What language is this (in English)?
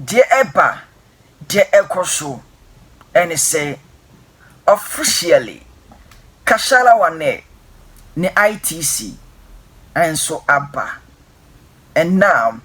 Akan